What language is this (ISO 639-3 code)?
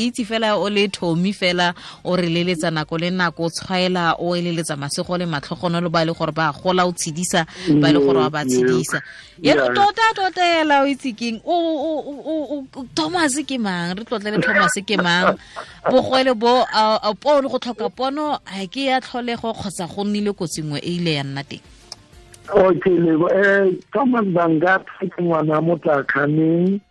tsn